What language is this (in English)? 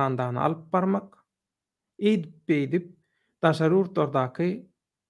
Turkmen